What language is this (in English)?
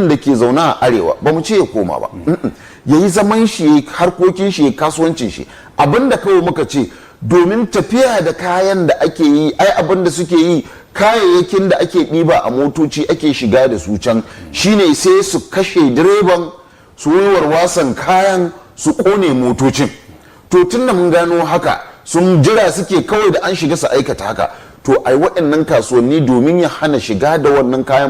Hausa